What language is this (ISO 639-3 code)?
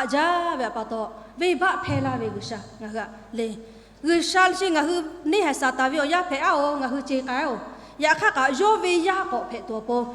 lhu